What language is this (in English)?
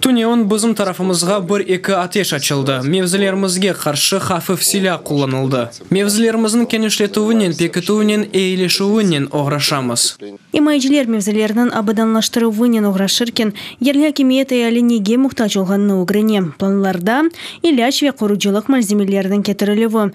Crimean Tatar